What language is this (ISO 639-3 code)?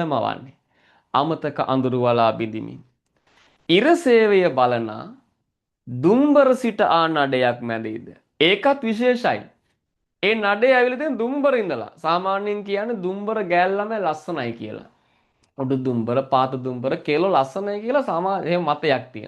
sin